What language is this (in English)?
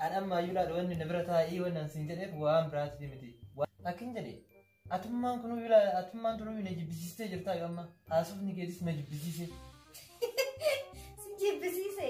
Oromo